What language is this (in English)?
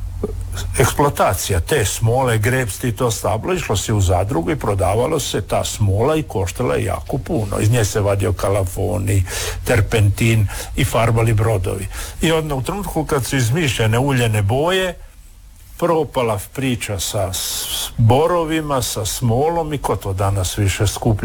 Croatian